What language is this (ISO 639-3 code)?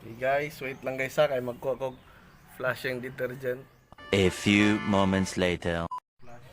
ceb